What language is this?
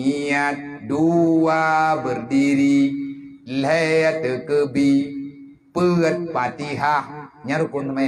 Achinese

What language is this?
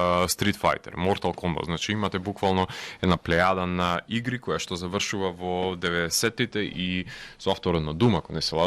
Macedonian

